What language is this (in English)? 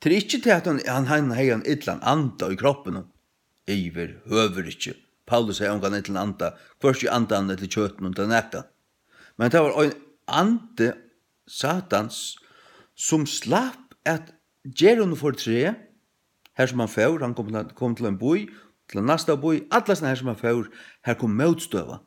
Faroese